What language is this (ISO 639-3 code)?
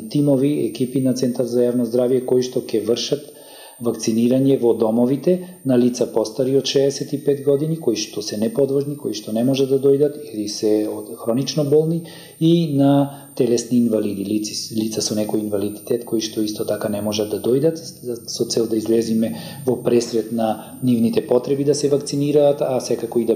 mkd